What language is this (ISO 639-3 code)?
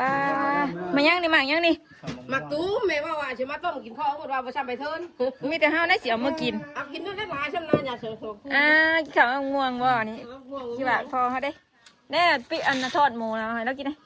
tts